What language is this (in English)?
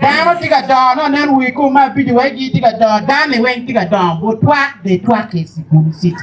Acoli